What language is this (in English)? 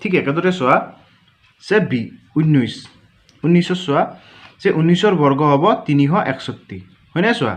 Assamese